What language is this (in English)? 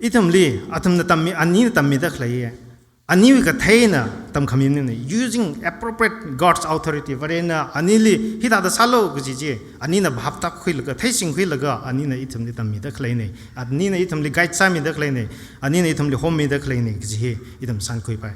Tangkhul Naga (India)